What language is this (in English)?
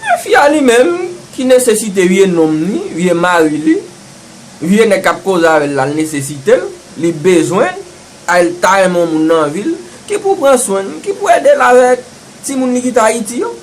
Haitian Creole